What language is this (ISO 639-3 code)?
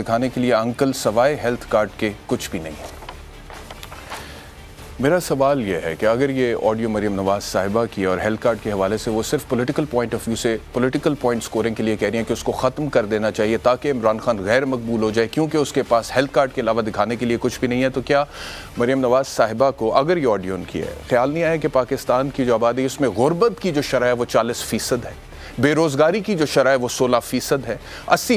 urd